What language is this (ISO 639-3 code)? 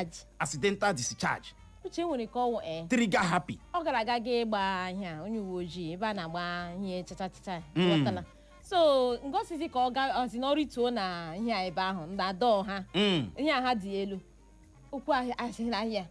ibo